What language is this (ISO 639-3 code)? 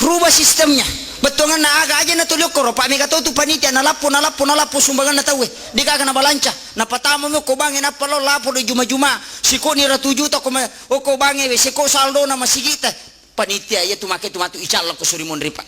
bug